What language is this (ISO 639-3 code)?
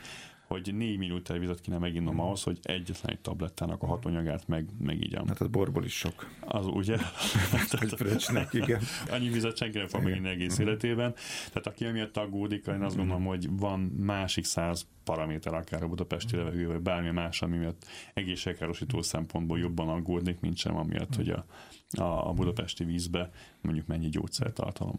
hun